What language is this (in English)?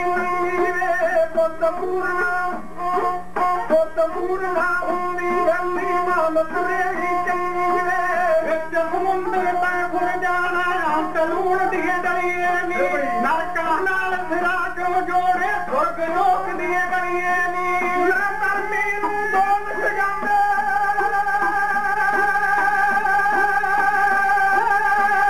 Punjabi